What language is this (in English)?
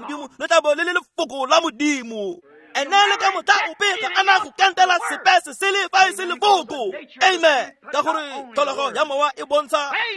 Tswana